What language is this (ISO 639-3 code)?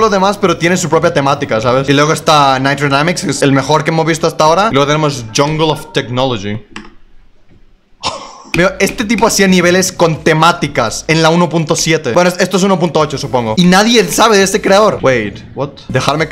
spa